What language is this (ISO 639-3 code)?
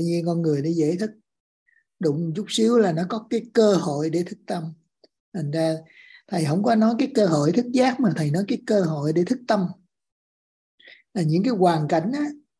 vie